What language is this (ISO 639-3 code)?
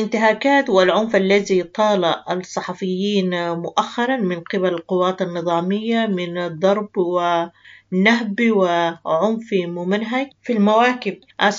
apd